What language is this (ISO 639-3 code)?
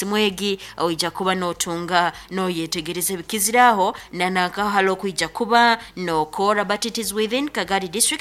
nyn